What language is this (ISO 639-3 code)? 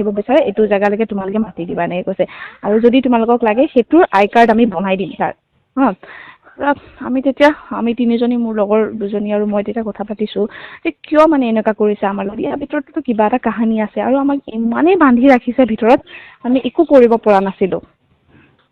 asm